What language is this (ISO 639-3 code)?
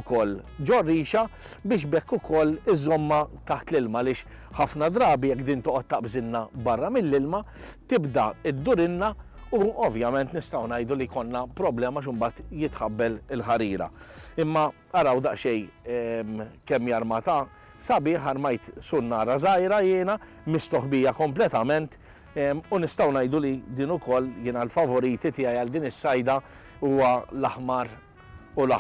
mlt